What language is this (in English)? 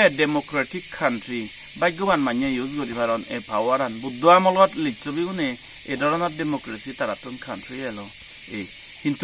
Chakma